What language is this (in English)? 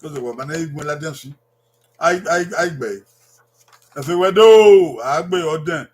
Bini